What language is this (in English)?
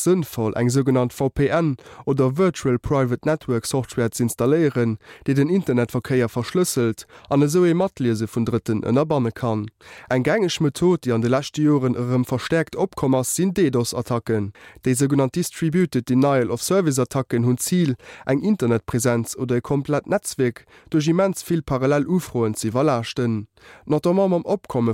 Luxembourgish